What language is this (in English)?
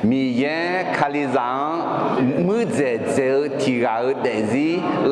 Akha